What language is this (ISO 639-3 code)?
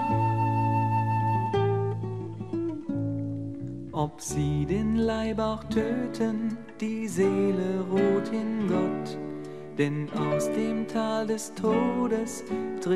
deu